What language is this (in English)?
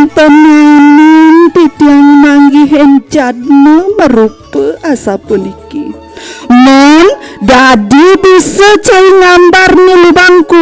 Balinese